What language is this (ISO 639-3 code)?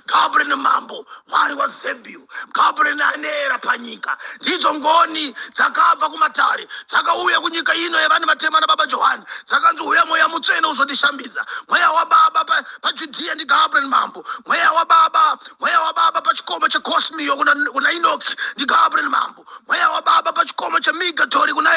sna